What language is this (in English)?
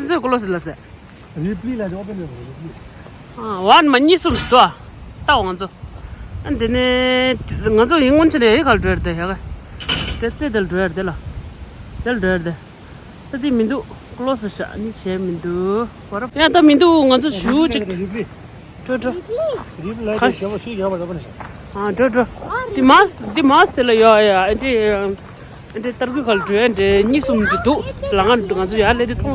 Tibetan